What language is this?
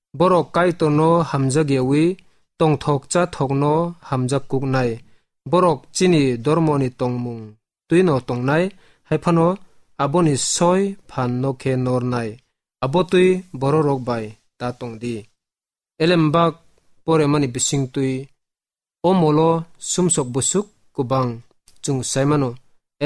Kok Borok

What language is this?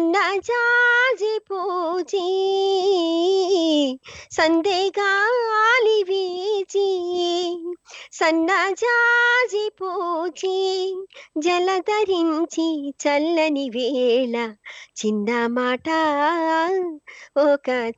Telugu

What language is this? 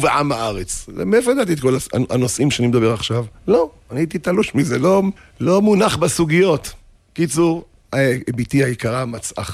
Hebrew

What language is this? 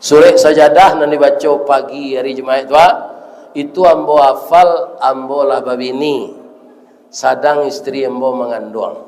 Minangkabau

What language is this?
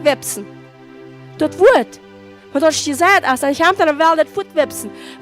Plautdietsch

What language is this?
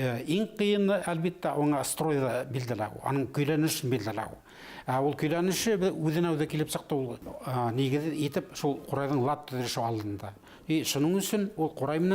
Bashkir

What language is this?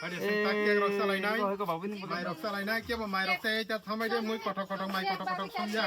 Kok Borok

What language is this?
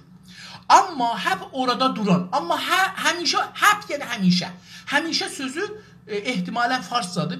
South Azerbaijani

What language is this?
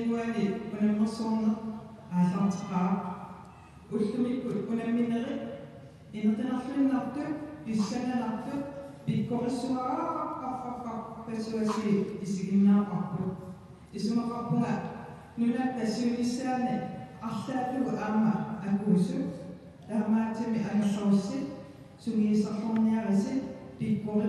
Kalaallisut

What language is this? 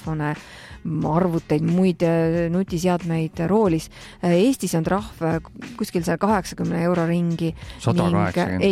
Estonian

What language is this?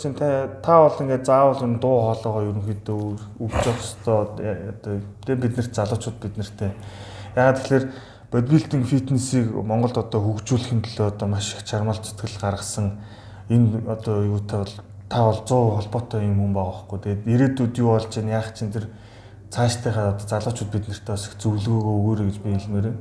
Mongolian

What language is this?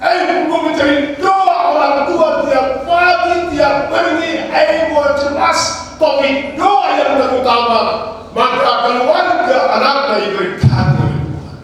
Batak Karo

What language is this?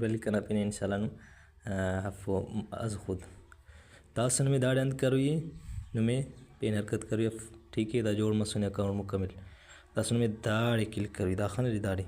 Brahui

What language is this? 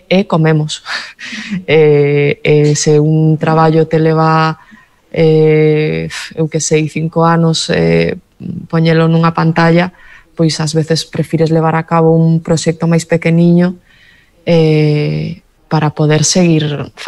Galician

